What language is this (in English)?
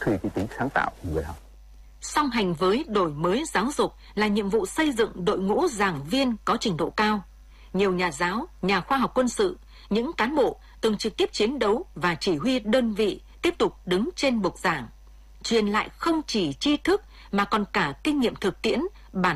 Vietnamese